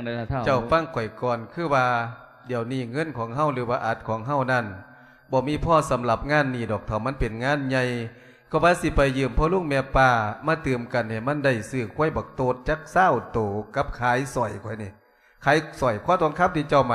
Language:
Lao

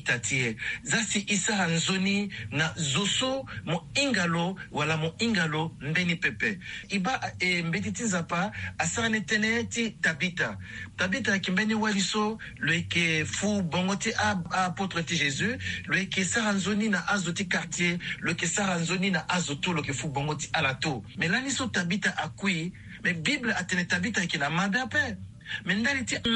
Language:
Sango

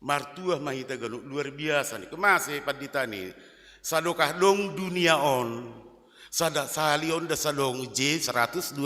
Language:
Batak Simalungun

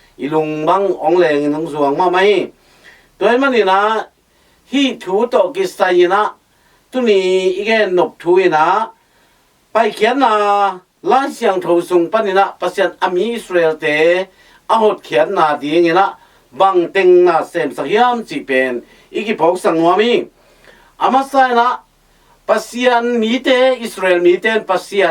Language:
Tedim Chin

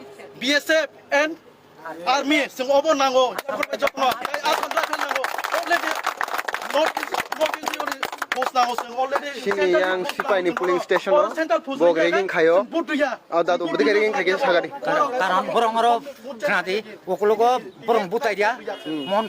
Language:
Kok Borok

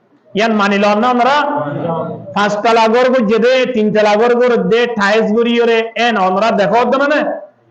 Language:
Rohingya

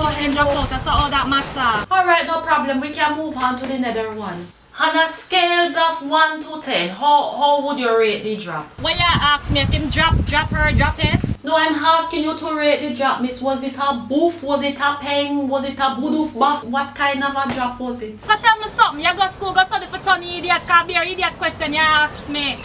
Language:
Jamaican Creole English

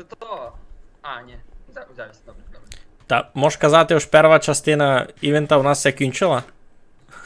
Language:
Rusyn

